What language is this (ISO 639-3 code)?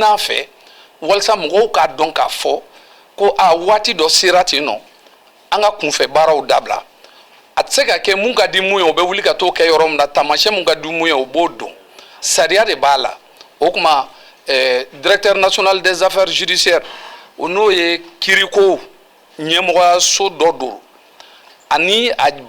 bam